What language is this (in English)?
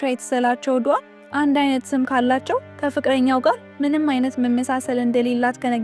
Amharic